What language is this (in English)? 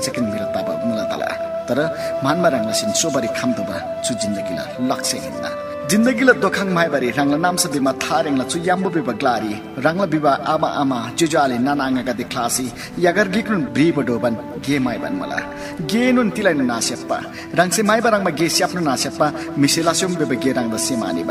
Eastern Tamang